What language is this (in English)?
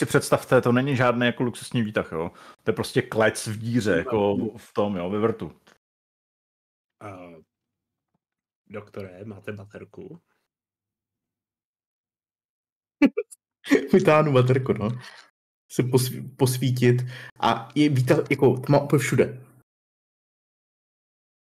Czech